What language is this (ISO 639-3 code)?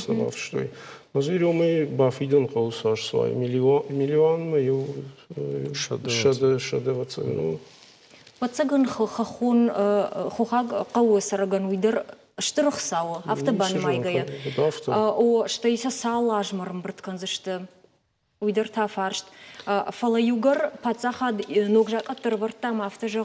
oss